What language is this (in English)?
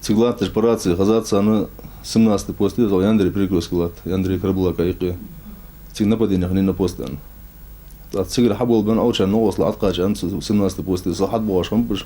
Ingush